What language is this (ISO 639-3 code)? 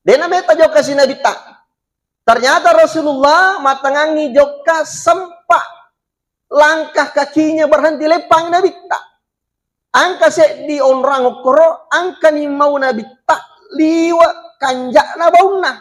bug